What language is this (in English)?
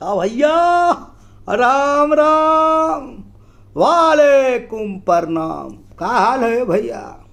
Bhojpuri